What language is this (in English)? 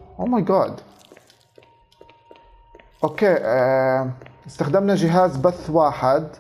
Arabic